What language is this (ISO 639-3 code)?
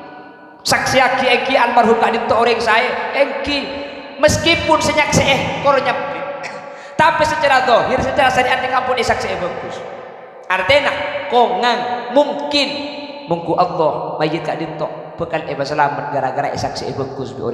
mad